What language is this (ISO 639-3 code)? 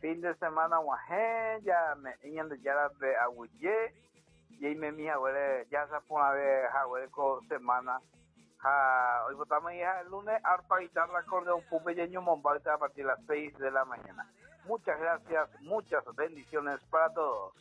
grn